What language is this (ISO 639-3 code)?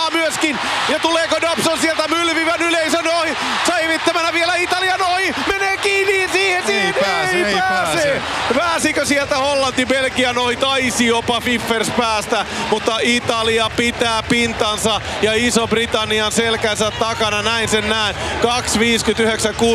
fin